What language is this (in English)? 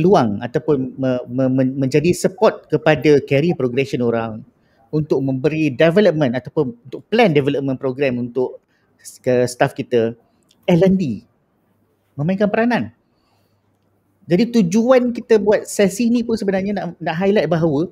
Malay